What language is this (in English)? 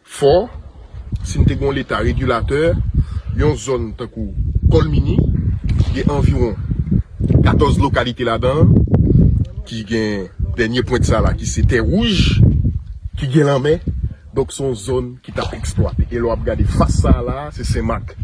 Haitian Creole